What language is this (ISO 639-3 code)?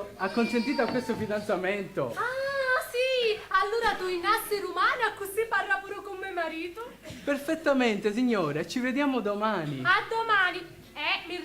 scn